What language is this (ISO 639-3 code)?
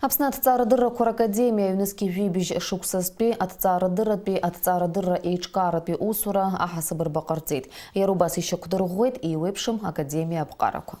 abk